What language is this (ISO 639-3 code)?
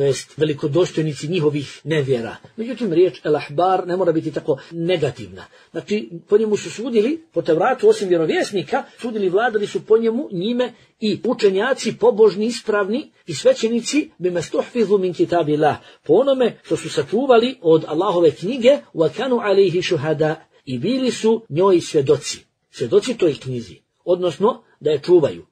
bos